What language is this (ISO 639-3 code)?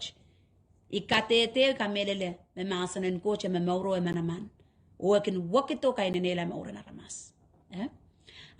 pon